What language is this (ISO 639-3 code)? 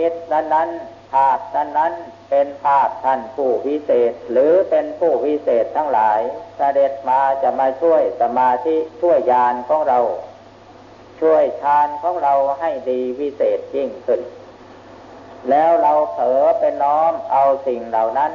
tha